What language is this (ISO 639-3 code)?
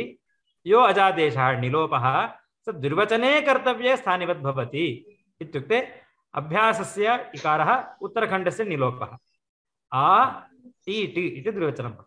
san